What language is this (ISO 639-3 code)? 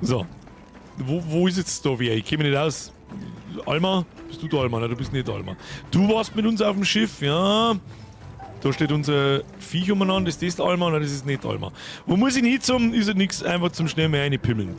bar